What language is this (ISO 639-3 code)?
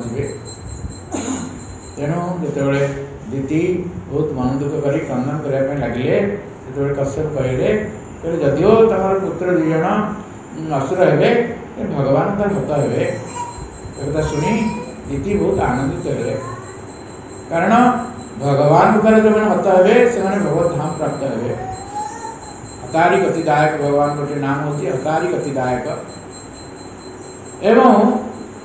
ori